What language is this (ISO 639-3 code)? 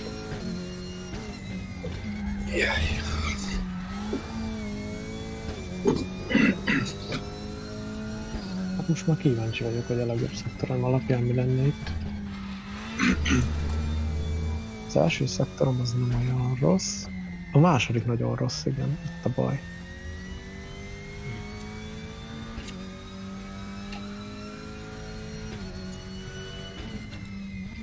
hun